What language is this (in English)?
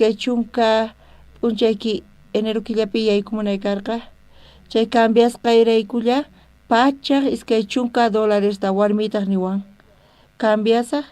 South Bolivian Quechua